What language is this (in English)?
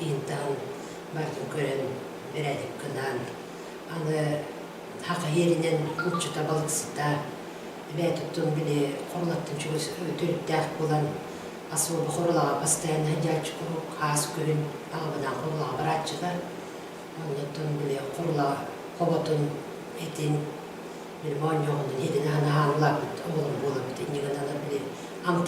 Yakut